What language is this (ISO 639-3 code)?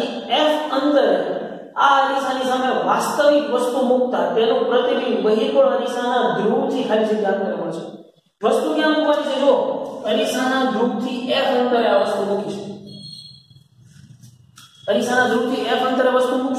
guj